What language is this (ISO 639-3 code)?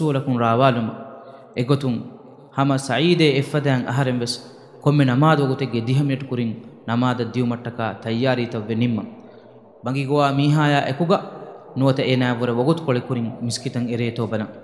div